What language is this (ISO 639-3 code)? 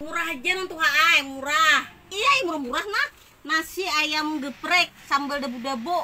bjn